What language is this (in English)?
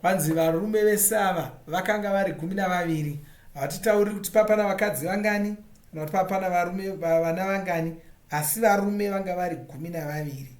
Shona